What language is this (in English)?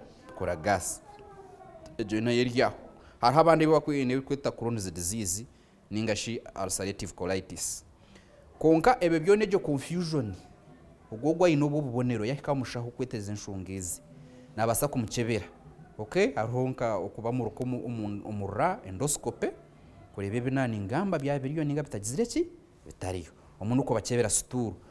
Nyankole